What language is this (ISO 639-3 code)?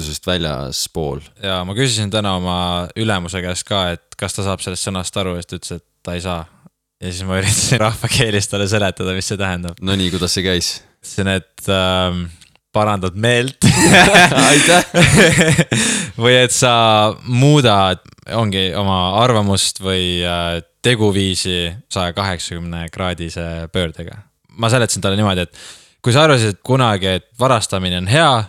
est